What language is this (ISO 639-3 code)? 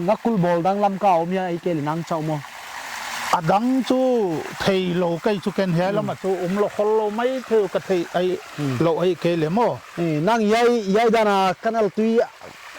pck